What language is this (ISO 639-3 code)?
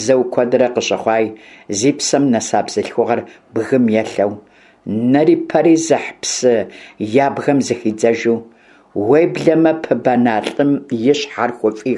kbd